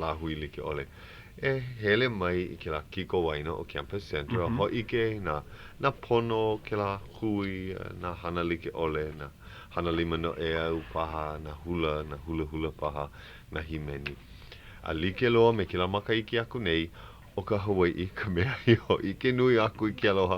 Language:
Hawaiian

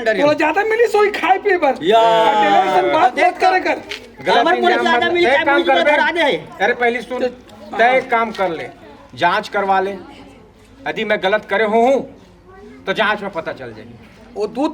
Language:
Chhattisgarhi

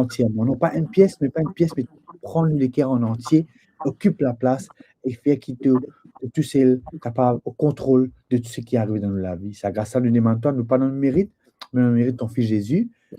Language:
Morisyen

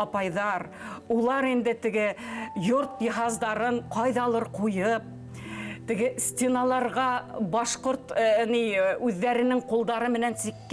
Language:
Bashkir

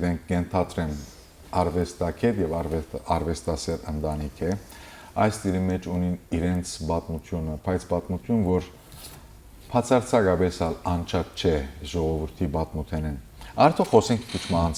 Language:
Western Armenian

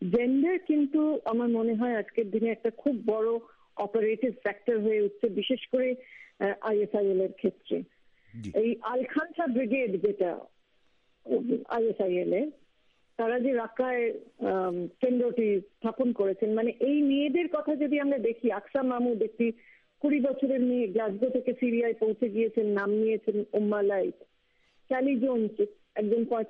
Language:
Bangla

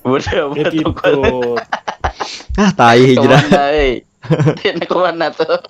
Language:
Banjar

